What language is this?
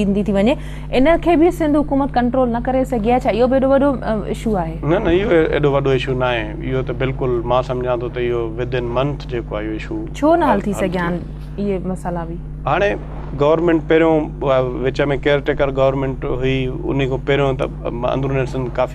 Sindhi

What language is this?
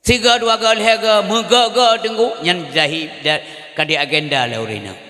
Achinese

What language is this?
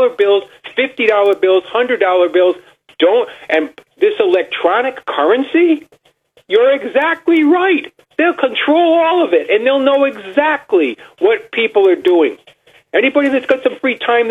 English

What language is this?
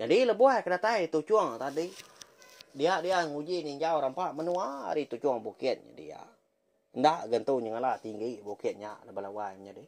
Iban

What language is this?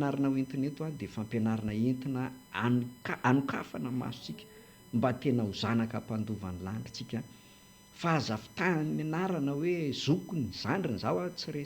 Malagasy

